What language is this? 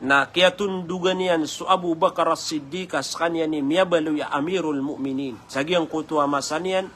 Maranao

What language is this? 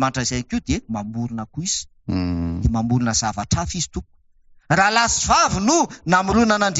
Malagasy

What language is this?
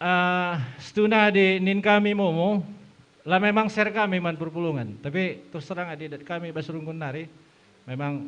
Batak Karo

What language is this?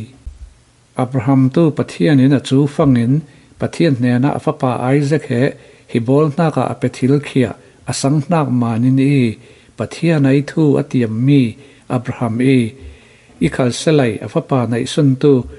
Falam Chin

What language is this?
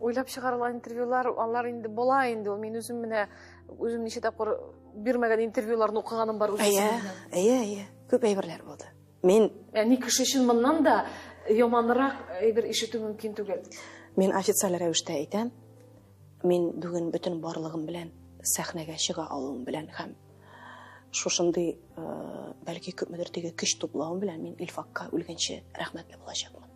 Tatar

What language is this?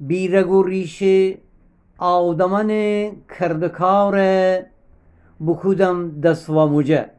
Gilaki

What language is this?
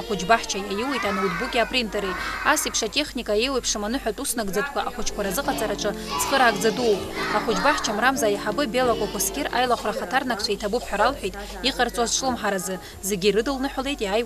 Abkhazian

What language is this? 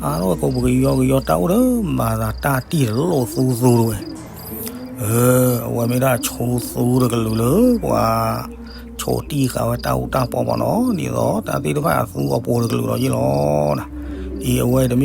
S'gaw Karen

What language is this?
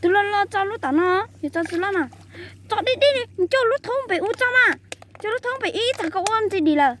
Hmong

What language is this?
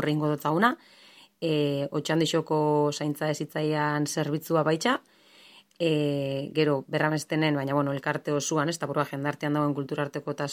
Basque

